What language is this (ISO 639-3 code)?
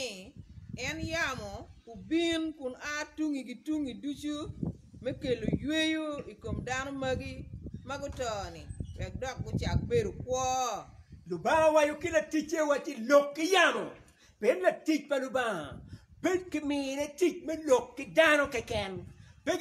ach